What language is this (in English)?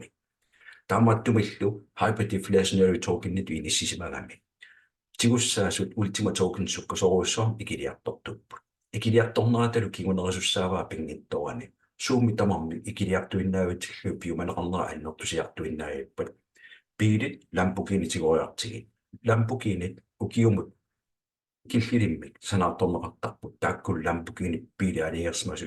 Kalaallisut